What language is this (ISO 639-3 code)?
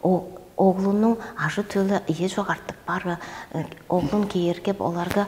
tyv